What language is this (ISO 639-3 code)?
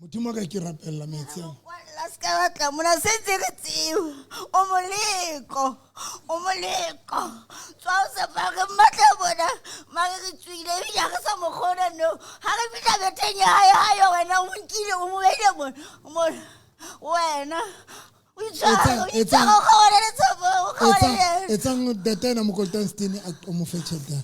sot